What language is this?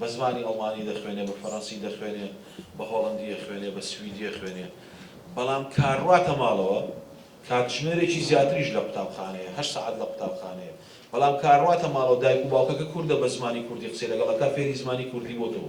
Central Kurdish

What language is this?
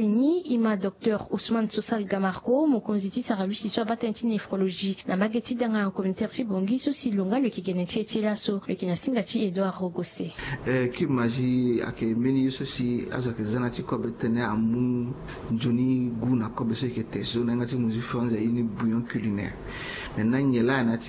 Sango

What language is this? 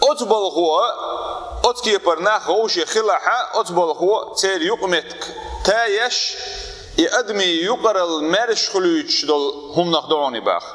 Chechen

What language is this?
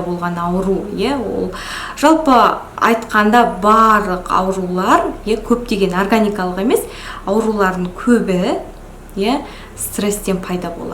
Kazakh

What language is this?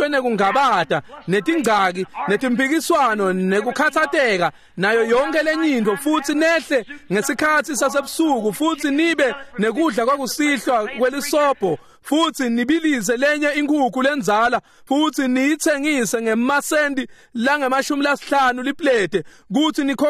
Swati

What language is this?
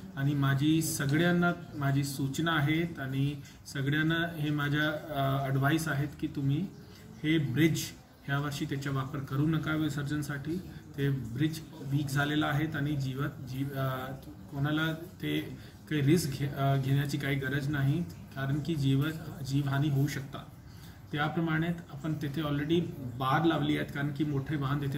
Marathi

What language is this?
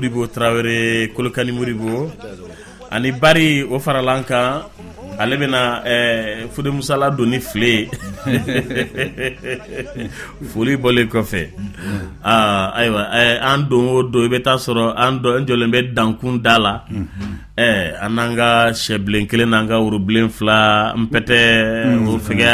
Bambara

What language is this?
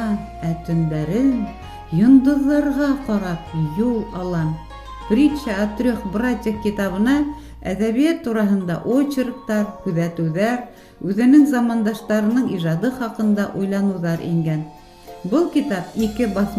Bashkir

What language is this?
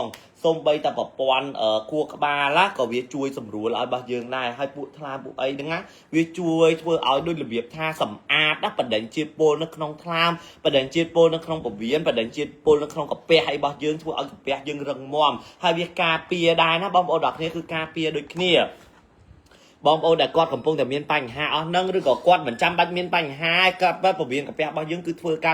Khmer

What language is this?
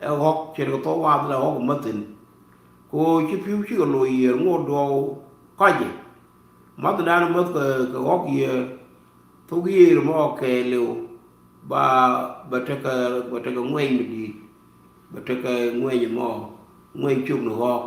Nuer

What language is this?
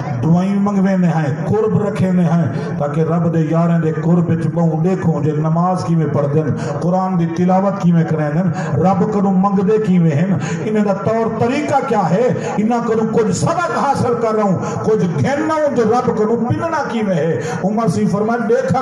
Saraiki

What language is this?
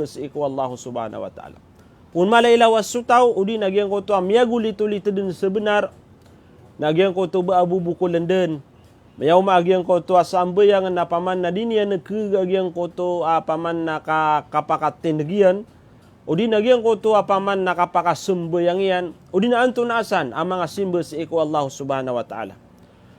Maranao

